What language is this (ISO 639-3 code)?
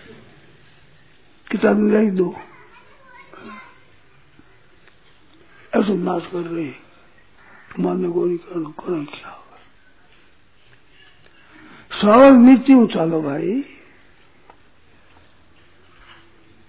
hin